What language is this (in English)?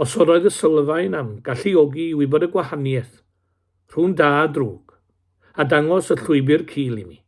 Welsh